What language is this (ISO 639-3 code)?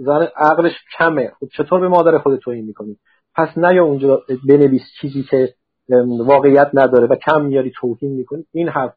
fas